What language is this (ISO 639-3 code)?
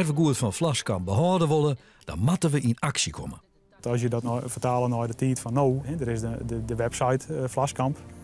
fry